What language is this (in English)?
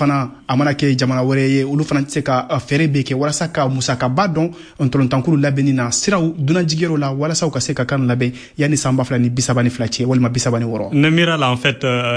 Bambara